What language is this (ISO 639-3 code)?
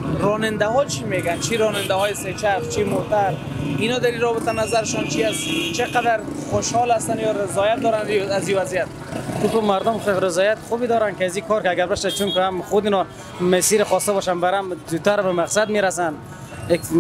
fas